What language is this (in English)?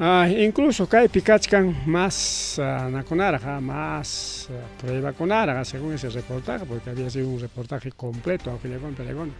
Ayacucho Quechua